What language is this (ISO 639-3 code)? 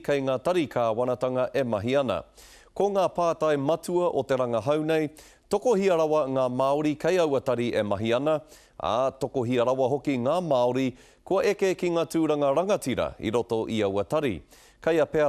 mri